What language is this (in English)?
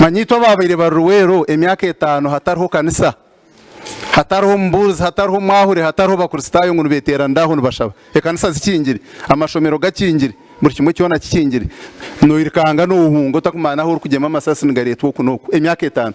Nyankole